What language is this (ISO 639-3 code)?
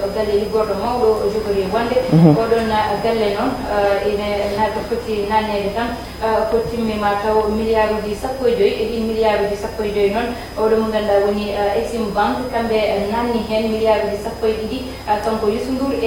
ful